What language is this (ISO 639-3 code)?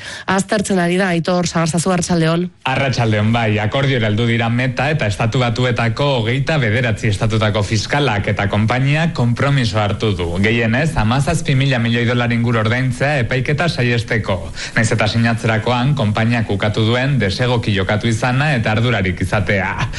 eus